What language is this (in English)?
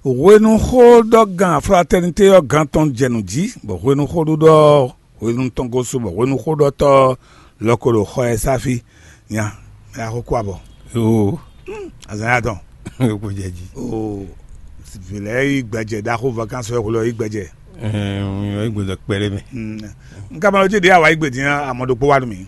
Fon